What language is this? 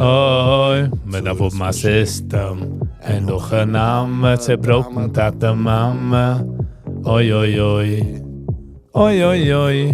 Yiddish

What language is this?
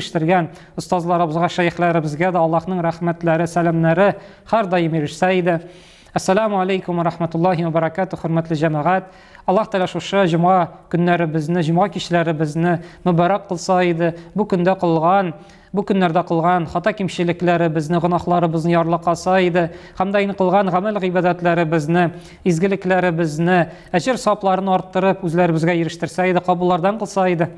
Tatar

